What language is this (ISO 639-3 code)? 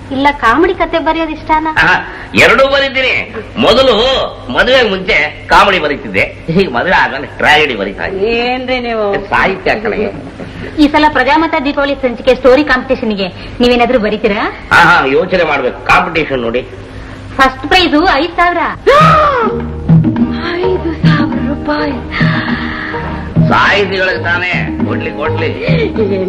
kan